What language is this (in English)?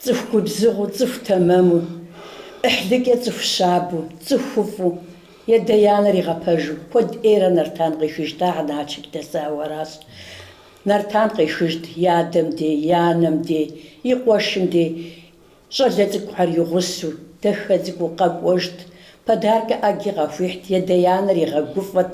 Kabardian